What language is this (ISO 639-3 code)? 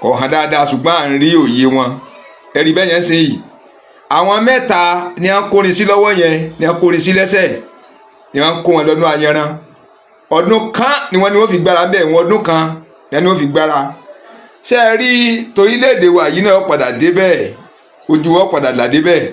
yor